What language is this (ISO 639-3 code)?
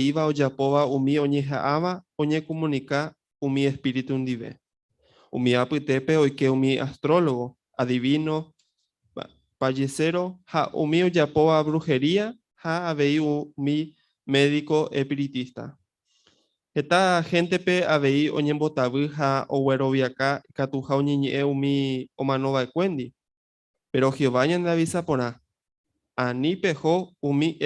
grn